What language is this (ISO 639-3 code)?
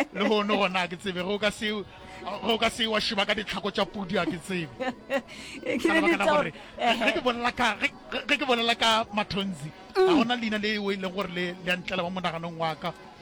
nso